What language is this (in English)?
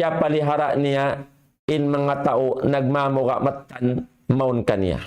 Tausug